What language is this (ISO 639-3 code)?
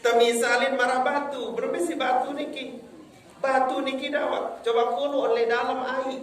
sas